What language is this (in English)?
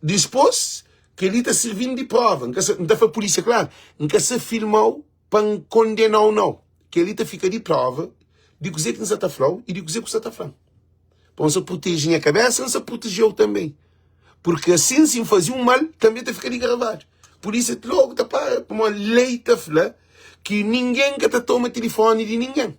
Kabuverdianu